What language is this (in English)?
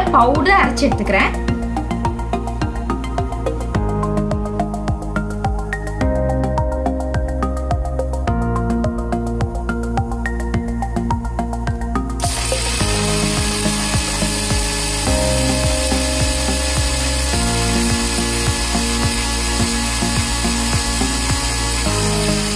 Tamil